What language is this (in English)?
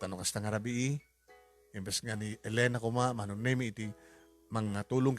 Iloko